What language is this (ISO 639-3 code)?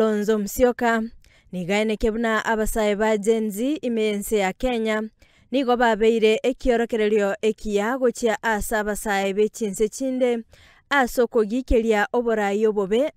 guz